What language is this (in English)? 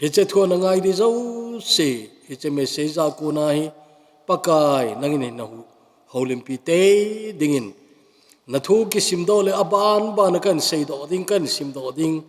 Thado Chin